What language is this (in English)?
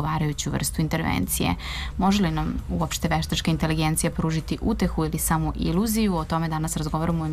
Serbian